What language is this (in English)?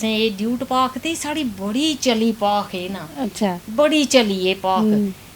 Dogri